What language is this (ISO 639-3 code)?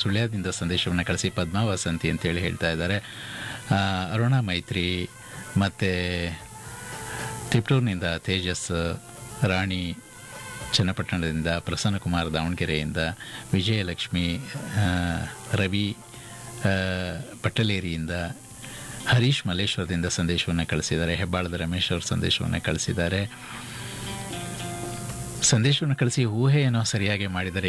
kan